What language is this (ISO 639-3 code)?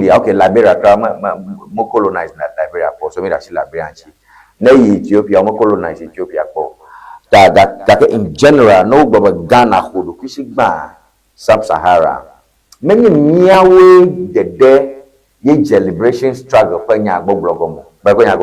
ewe